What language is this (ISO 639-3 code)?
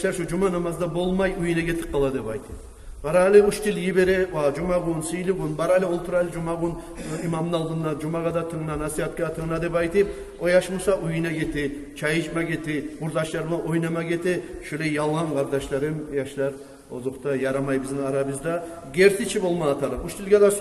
kum